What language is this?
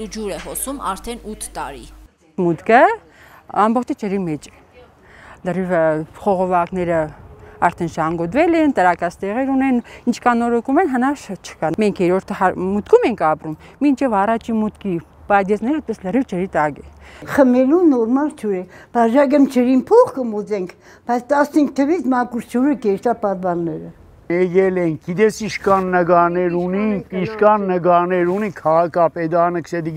Armenian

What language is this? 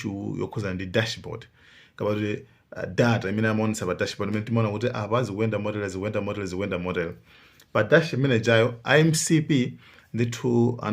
Nyanja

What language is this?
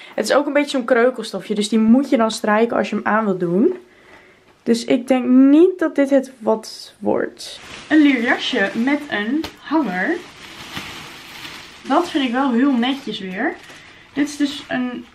Dutch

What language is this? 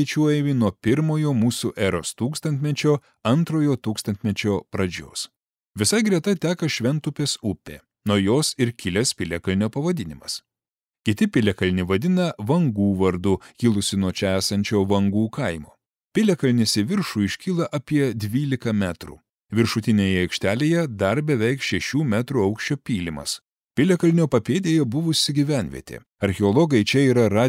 Lithuanian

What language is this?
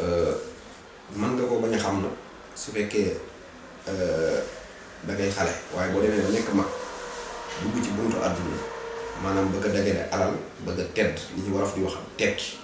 Wolof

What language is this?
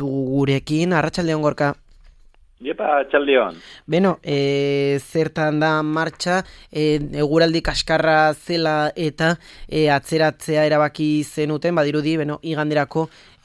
Basque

